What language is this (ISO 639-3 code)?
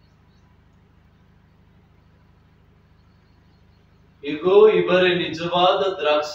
kan